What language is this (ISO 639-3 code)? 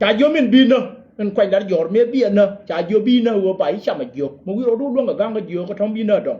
nus